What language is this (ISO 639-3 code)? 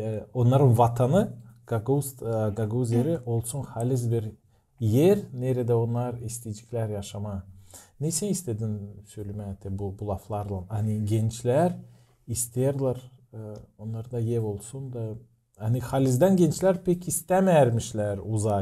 gag